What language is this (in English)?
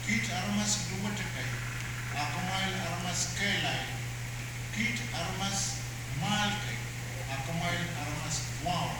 Pohnpeian